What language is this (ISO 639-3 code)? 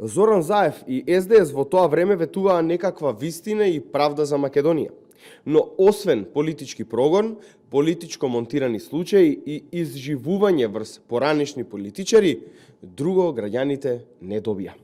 mkd